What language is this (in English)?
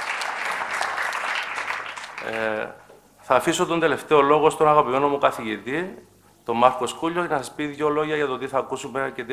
Greek